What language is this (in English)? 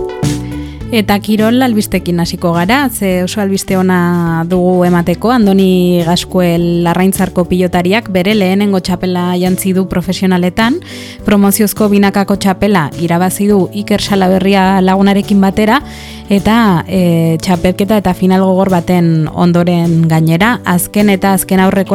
Basque